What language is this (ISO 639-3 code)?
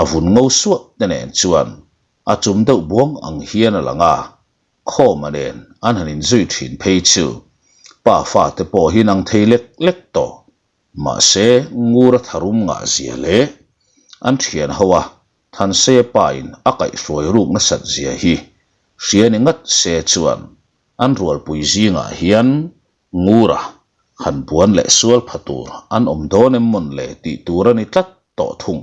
lus